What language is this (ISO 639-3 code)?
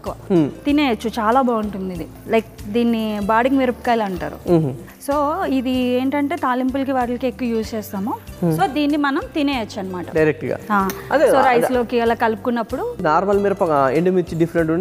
tel